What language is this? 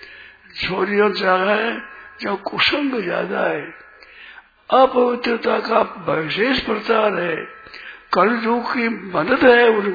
Hindi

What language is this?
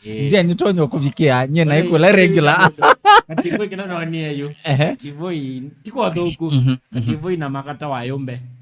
Kamba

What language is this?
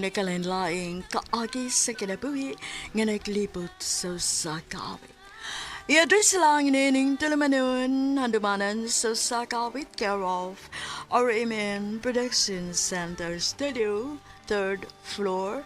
Cebuano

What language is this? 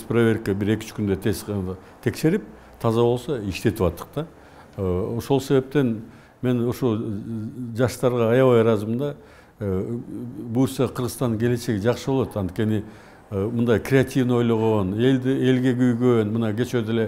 Kyrgyz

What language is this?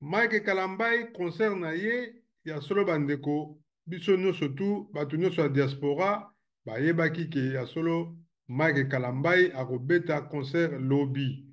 Lingala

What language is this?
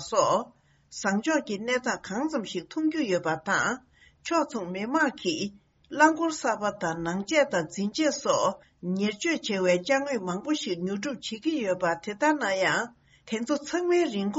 Tibetan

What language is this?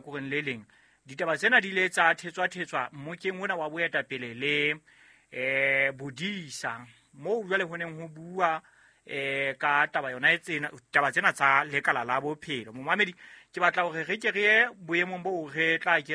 Southern Sotho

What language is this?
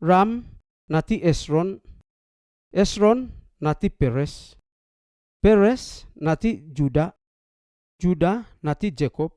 Seimat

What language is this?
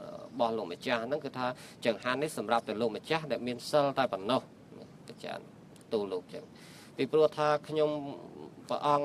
Khmer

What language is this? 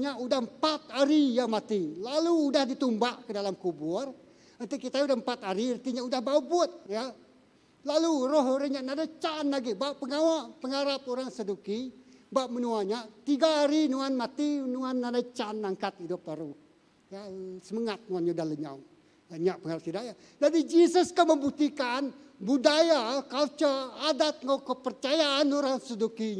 Iban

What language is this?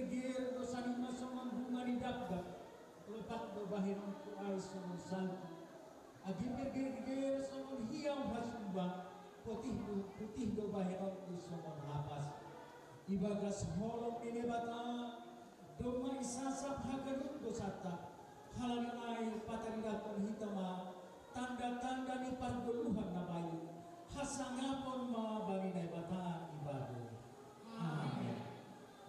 Batak Simalungun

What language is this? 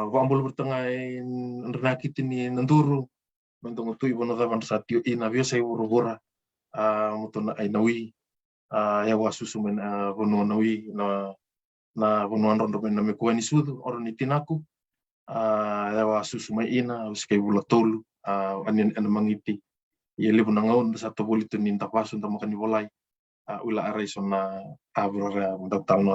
Fijian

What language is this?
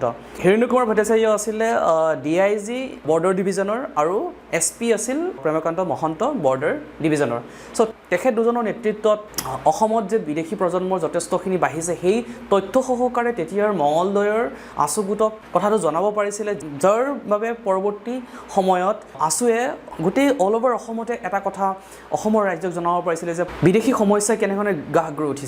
Assamese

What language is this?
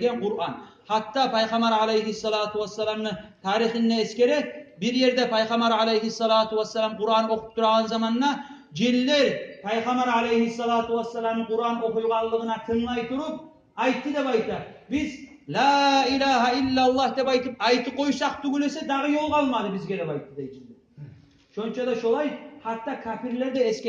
Kumyk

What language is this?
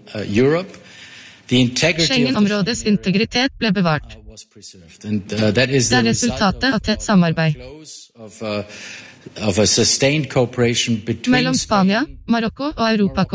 Norwegian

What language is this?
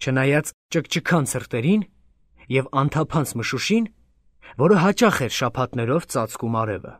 Armenian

